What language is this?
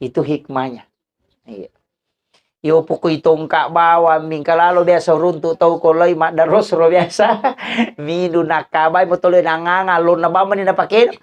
Buginese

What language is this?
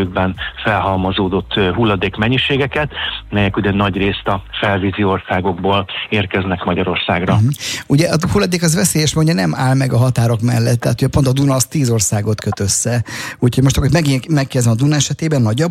Hungarian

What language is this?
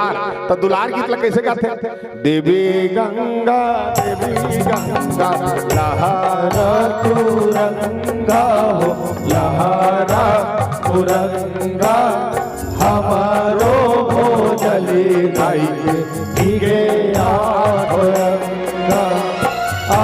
Chhattisgarhi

